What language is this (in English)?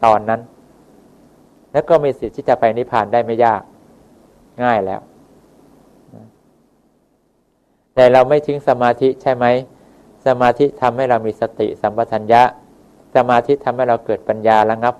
Thai